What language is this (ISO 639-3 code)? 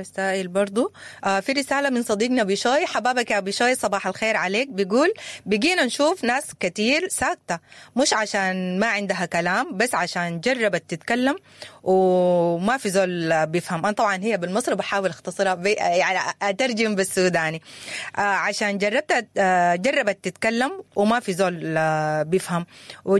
apd